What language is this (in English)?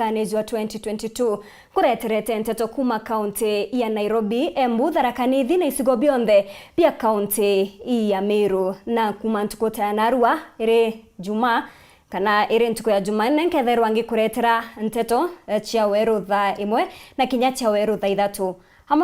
Meru